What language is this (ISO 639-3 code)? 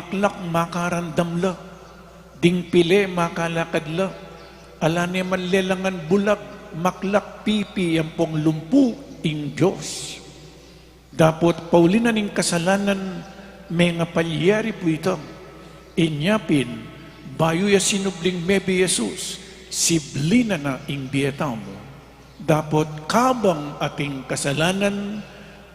pam